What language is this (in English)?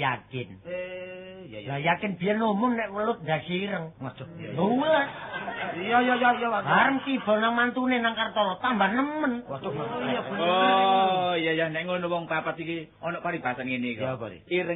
Javanese